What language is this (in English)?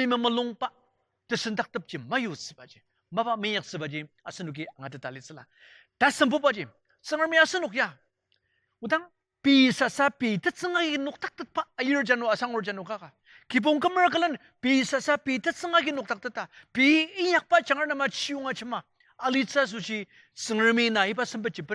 Ao Naga